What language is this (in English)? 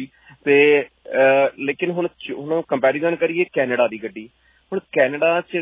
Punjabi